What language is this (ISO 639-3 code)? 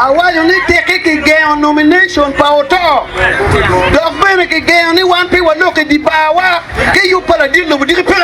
ach